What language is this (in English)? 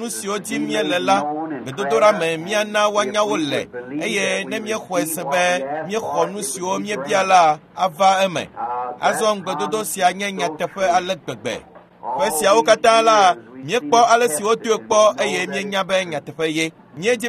Ewe